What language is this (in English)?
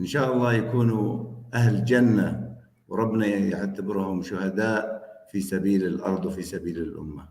North Levantine Arabic